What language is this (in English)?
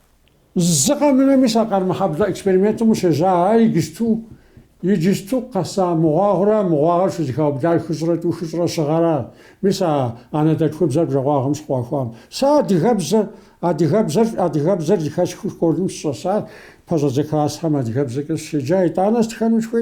Kabardian